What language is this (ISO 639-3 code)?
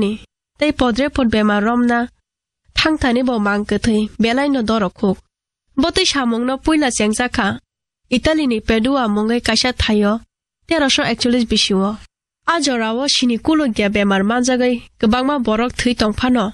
trp